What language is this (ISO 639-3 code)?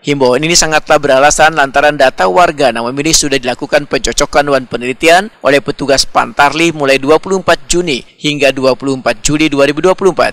bjn